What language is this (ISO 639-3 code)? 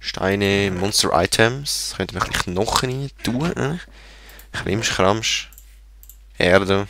gsw